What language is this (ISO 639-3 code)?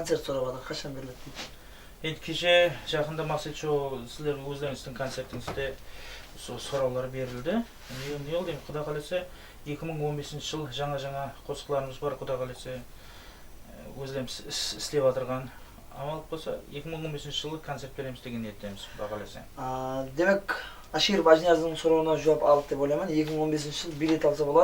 kaa